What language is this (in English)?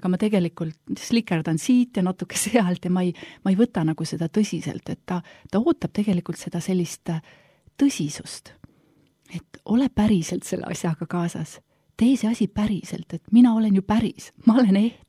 Estonian